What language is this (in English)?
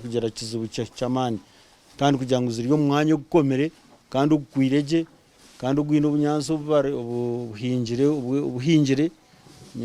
Nyankole